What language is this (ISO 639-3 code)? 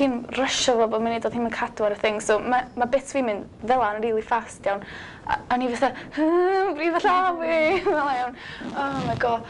cym